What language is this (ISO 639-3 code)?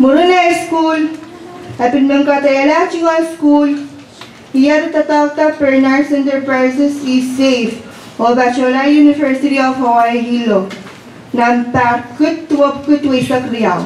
pon